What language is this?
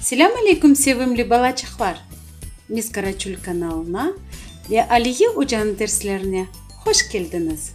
Crimean Tatar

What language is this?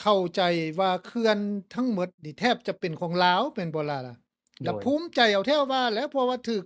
Lao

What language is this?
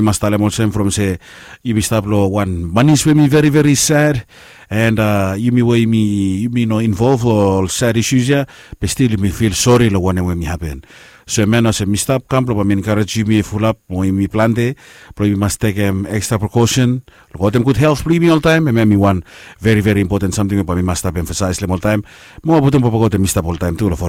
Bislama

